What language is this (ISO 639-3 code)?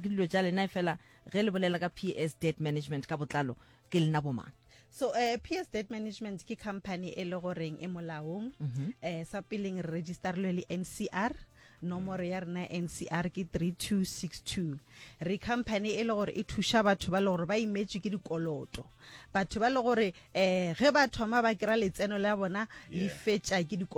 nso